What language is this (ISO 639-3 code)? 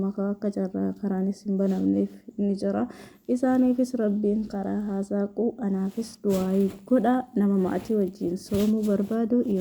orm